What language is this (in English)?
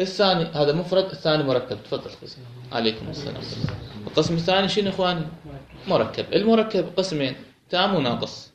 Mesopotamian Arabic